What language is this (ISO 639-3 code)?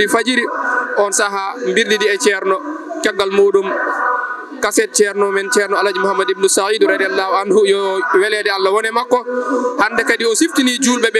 ful